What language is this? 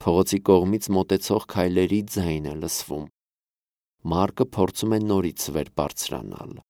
Armenian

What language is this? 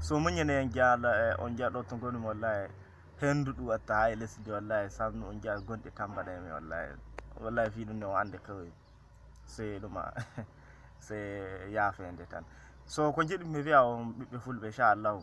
Fula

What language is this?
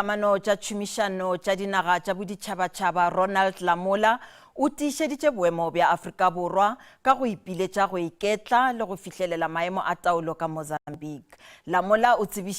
Northern Sotho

